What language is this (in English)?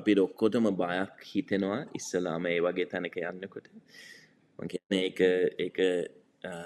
Sinhala